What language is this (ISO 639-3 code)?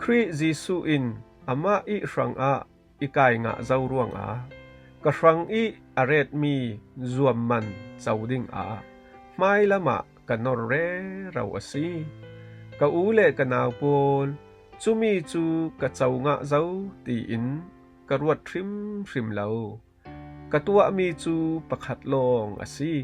cfm